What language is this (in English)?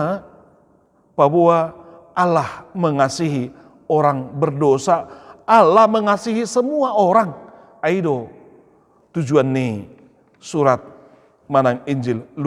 Batak Toba